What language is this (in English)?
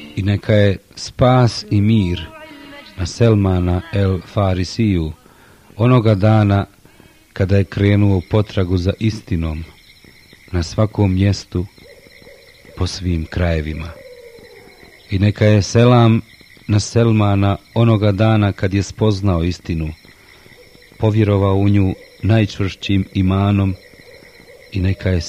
Bosnian